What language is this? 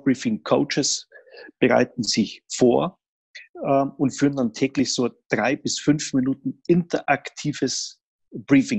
German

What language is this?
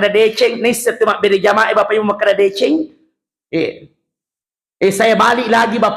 Buginese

